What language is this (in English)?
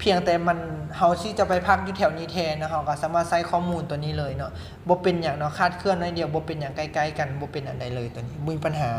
Lao